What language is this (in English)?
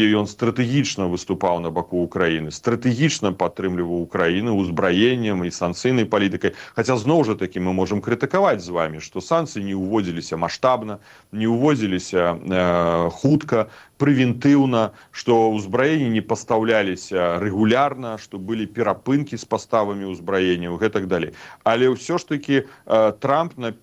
Belarusian